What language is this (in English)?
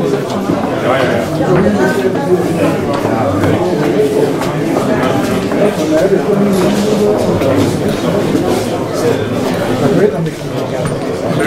Dutch